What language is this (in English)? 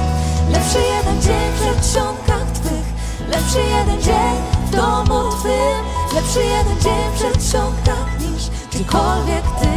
Polish